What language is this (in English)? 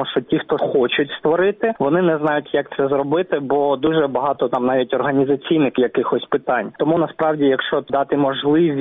Ukrainian